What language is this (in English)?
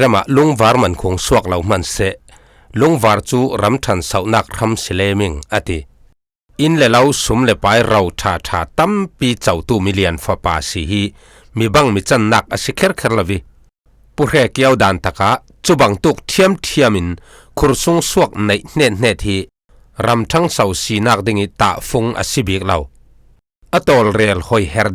Falam Chin